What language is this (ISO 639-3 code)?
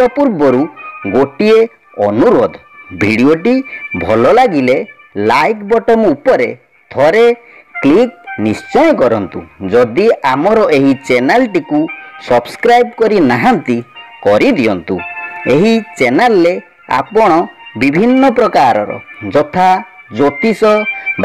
ori